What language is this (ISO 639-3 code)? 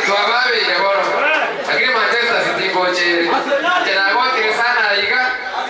guz